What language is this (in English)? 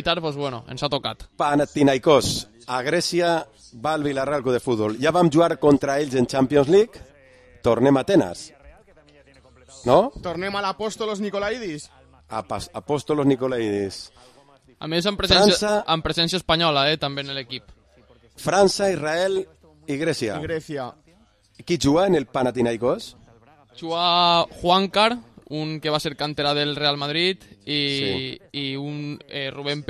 Catalan